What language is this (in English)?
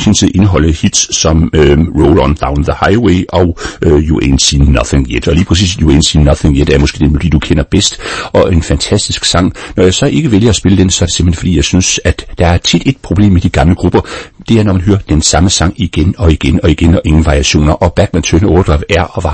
Danish